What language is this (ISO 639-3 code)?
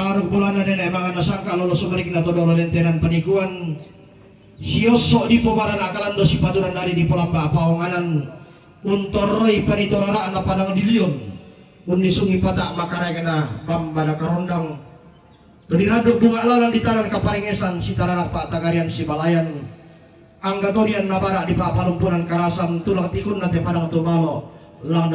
sda